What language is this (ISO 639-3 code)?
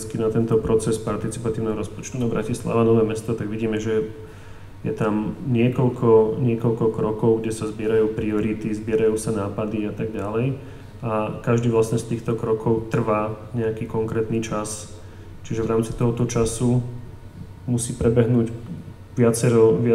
slk